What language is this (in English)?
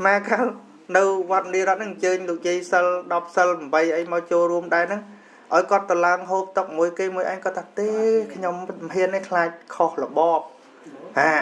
Khmer